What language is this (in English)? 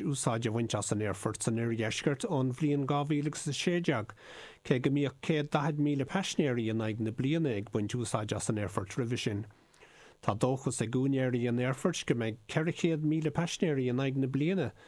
Irish